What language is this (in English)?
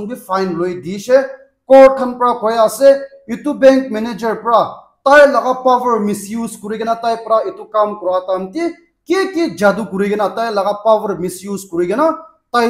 Naga Pidgin